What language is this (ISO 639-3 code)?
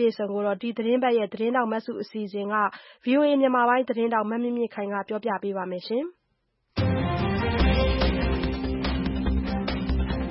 mya